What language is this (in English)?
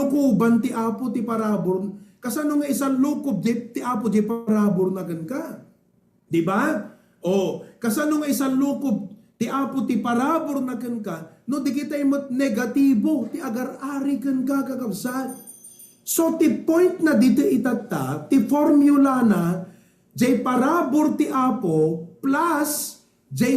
Iloko